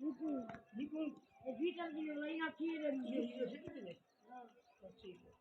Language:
Saraiki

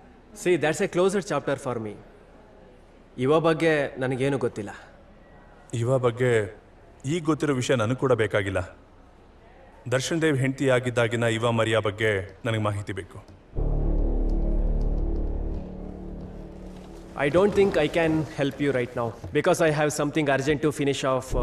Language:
Kannada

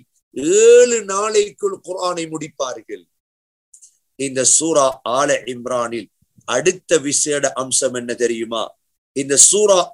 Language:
Tamil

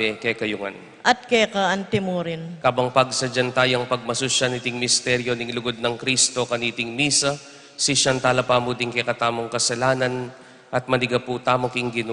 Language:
Pampanga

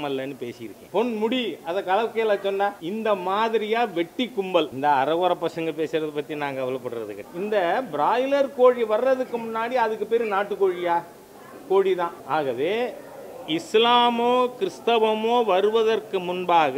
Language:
Tamil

